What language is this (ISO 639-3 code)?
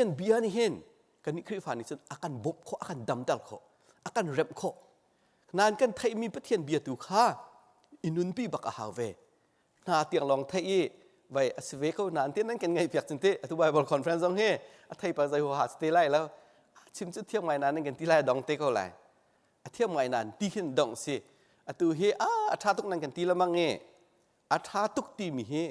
cnh